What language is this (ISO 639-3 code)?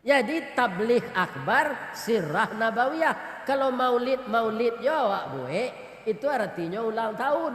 min